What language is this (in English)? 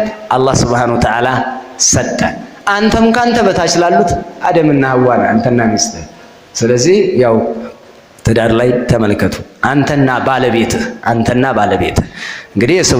Amharic